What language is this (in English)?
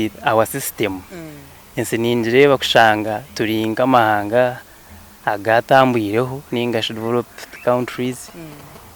Nyankole